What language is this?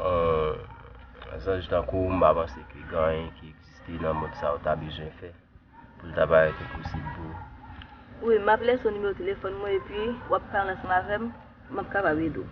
Haitian Creole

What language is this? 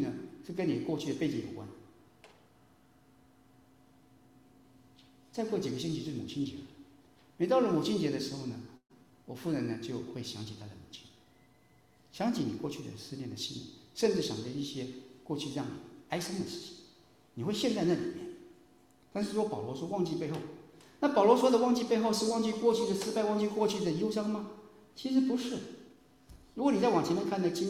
Chinese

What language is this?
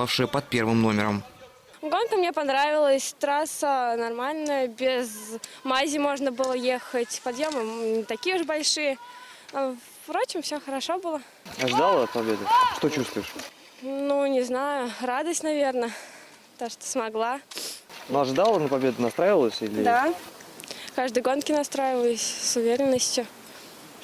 Russian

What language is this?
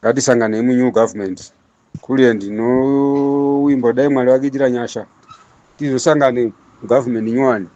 Shona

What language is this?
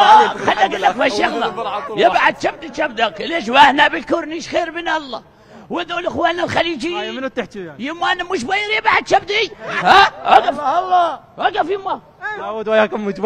Mesopotamian Arabic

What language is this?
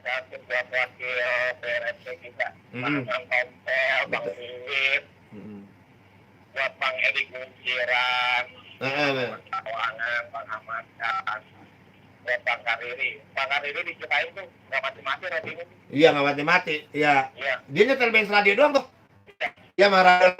Betawi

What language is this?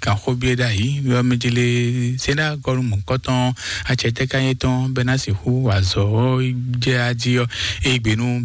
Fon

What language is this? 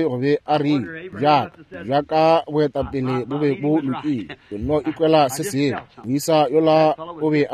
Northern Sotho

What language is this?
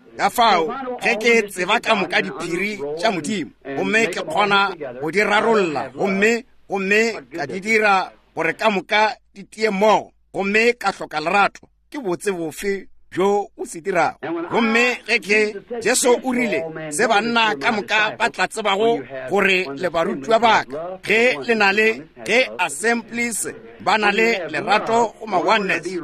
Northern Sotho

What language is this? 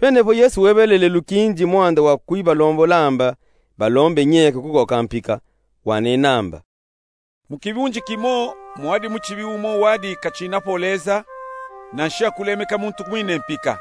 Luba-Katanga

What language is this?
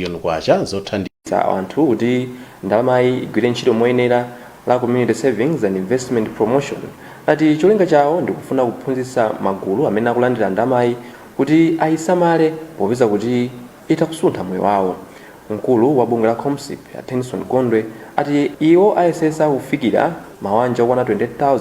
Nyanja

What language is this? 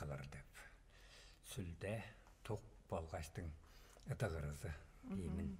Tuvinian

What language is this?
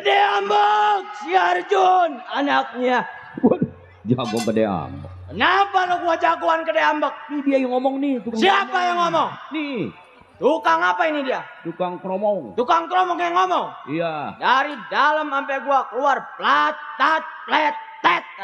Betawi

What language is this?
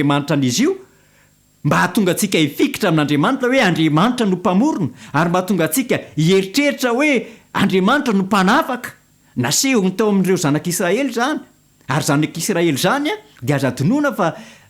Malagasy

